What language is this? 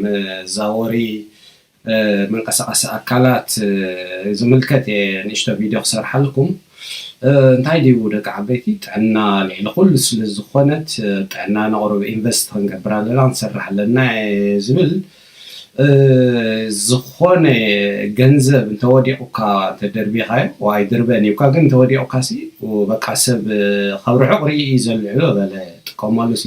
Tigrinya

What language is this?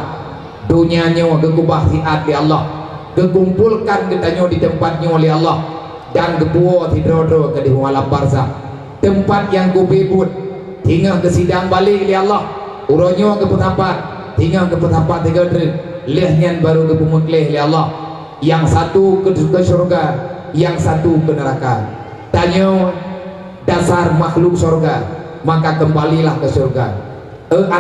Achinese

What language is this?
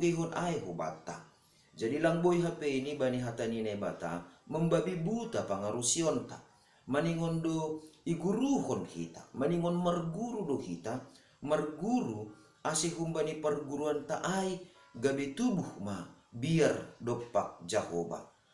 Batak Simalungun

